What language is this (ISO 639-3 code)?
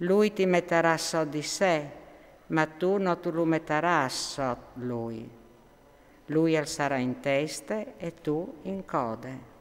fur